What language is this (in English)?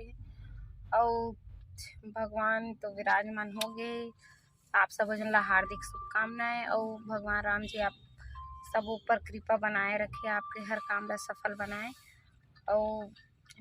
Chhattisgarhi